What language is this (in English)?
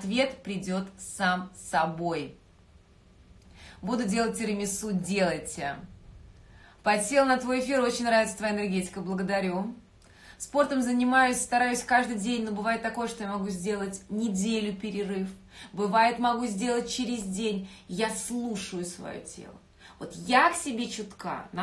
Russian